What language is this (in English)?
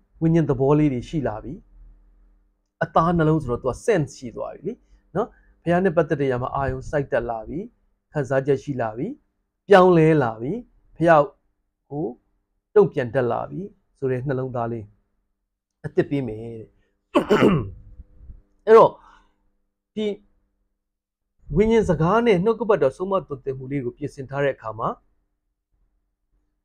Burmese